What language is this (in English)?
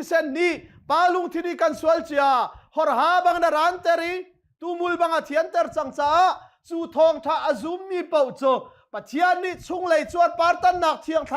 Hakha Chin